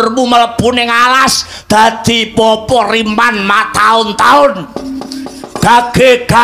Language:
Javanese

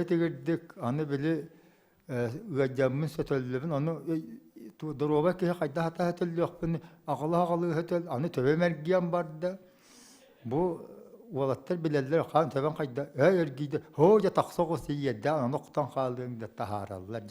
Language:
Yakut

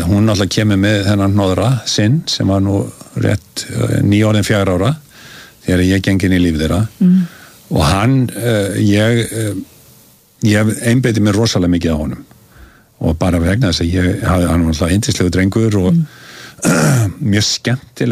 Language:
Icelandic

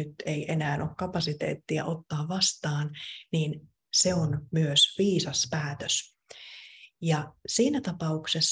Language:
Finnish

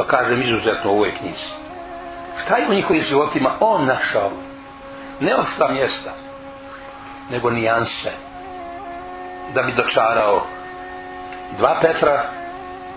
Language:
Bosnian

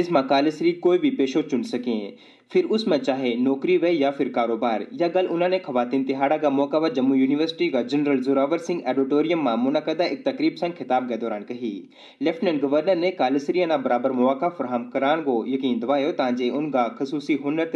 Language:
Gujari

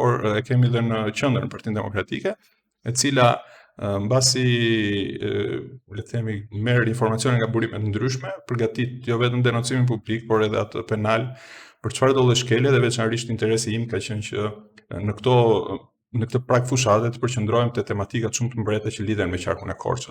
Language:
Albanian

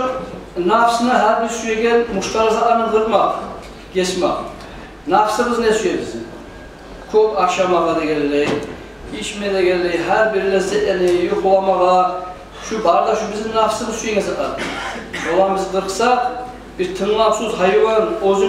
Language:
Kumyk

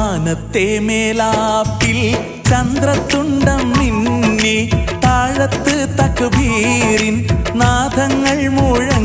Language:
Malayalam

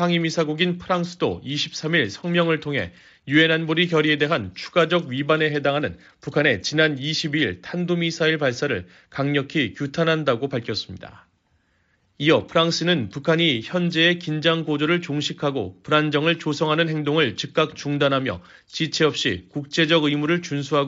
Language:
Korean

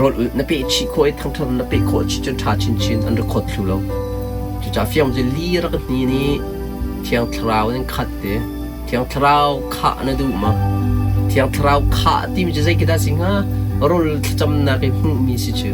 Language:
Hakha Chin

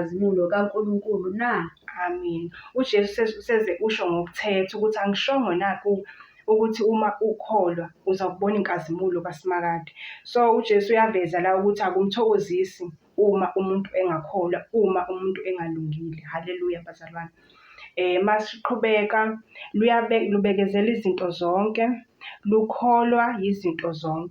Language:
Zulu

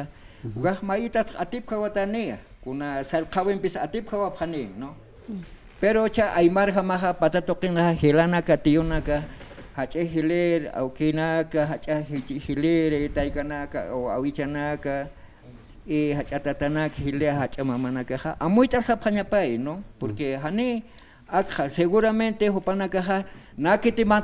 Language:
Aymara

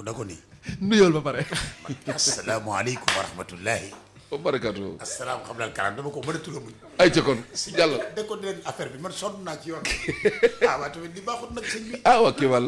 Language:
Wolof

